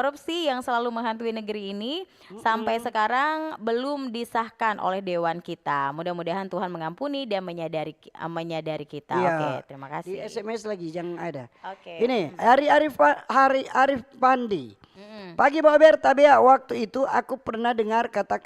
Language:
Manado Malay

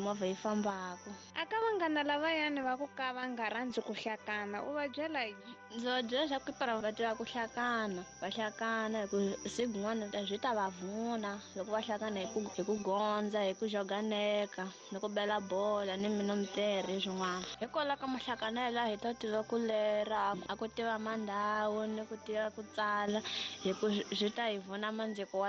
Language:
Tsonga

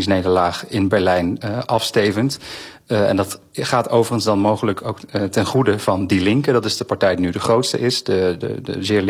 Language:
Dutch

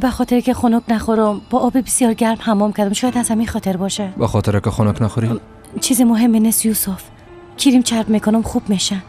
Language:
Persian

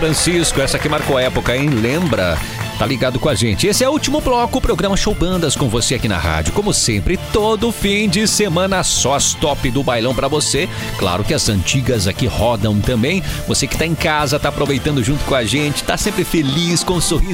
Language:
Portuguese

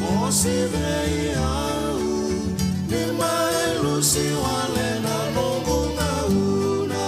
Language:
Fijian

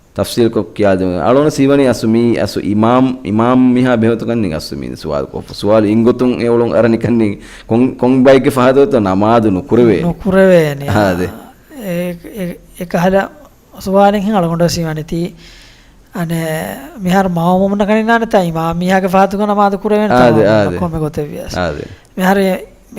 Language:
Divehi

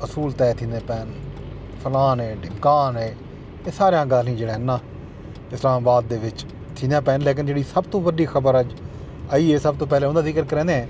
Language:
Saraiki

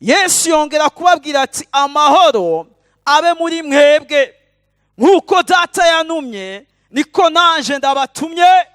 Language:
Rundi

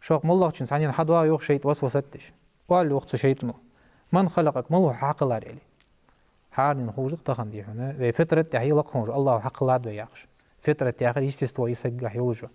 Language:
Ingush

